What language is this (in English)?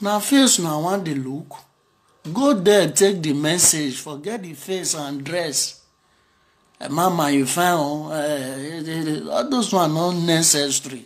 Nigerian Pidgin